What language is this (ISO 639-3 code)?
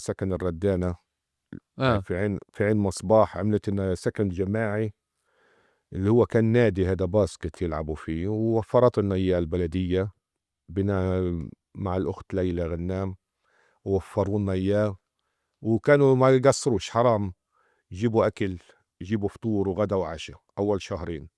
apc